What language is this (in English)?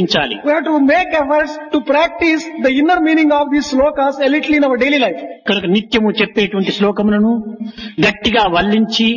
Telugu